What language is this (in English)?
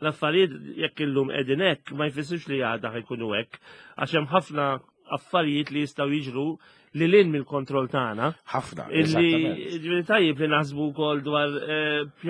Maltese